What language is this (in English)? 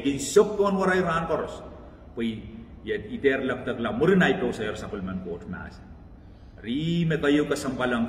Pohnpeian